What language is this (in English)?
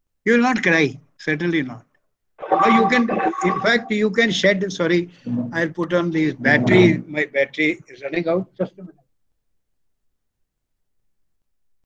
English